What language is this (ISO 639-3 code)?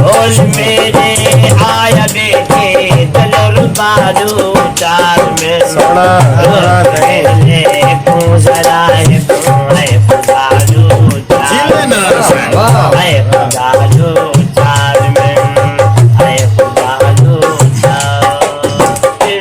skr